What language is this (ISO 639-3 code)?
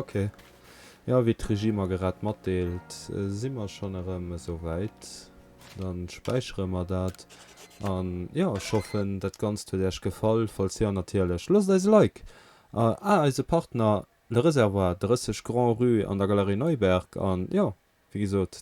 ltz